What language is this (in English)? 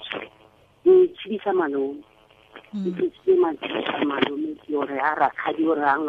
Tswana